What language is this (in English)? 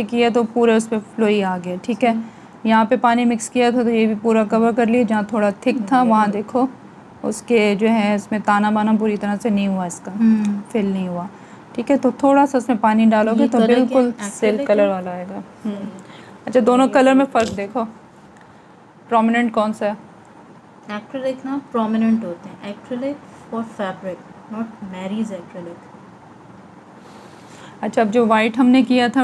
Hindi